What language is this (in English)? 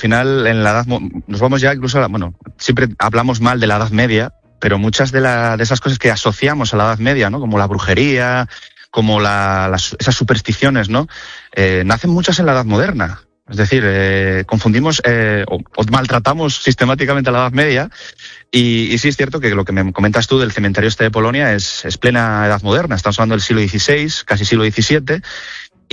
Spanish